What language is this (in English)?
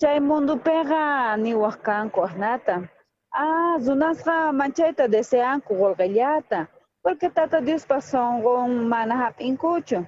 South Bolivian Quechua